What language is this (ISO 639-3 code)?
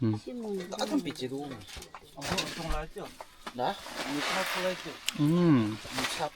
mni